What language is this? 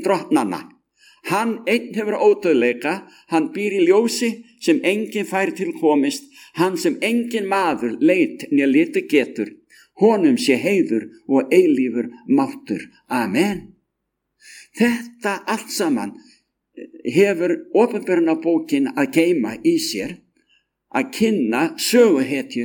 Icelandic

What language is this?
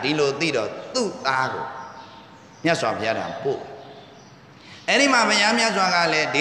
Burmese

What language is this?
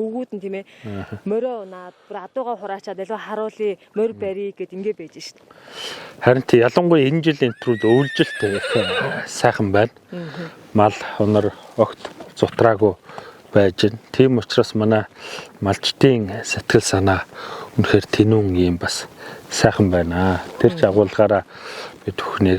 Mongolian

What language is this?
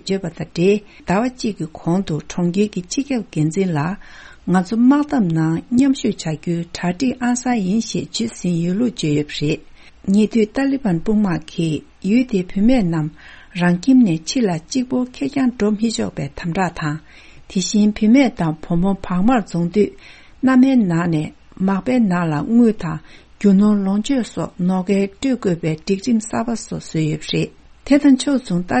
Tibetan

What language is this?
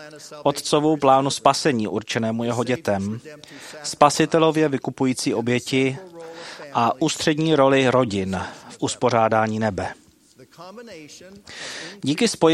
Czech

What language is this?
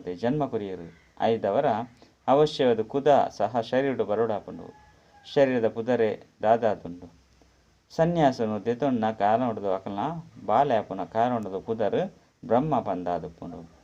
Tulu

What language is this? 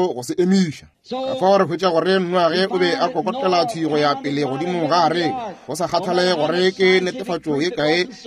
Northern Sotho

